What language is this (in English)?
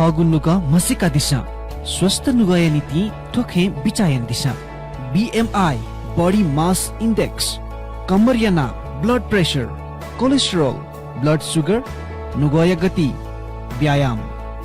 Newari